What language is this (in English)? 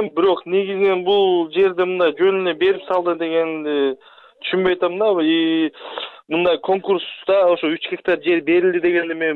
Kyrgyz